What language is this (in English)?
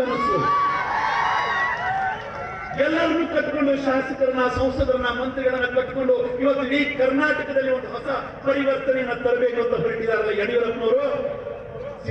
Kannada